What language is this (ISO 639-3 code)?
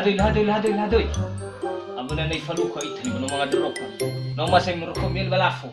nia